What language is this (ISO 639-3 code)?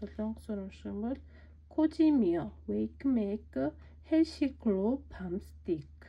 mon